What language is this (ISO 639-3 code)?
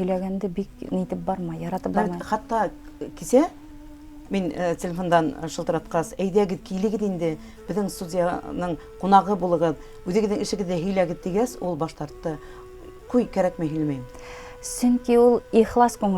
bak